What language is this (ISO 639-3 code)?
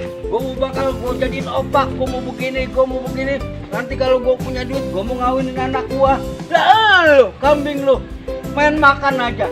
bew